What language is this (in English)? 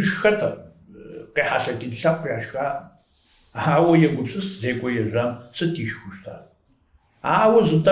Kabardian